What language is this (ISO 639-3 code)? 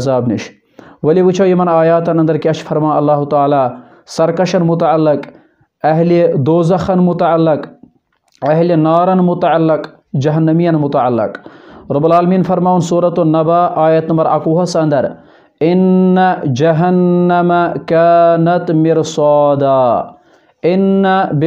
kas